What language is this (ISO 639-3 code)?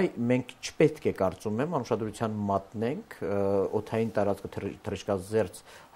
hye